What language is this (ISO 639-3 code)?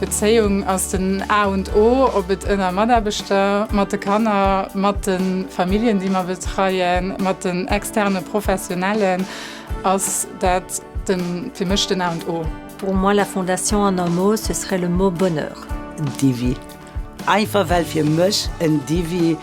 ltz